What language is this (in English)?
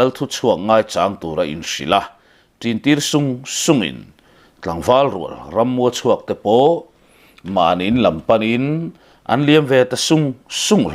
Mizo